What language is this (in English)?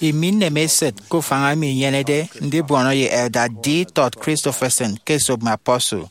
Efik